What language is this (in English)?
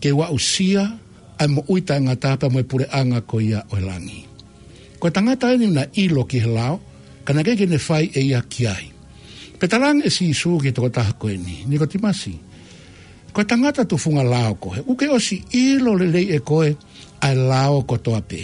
Tongan